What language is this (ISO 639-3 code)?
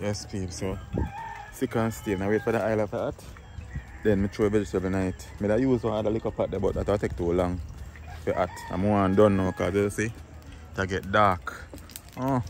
jam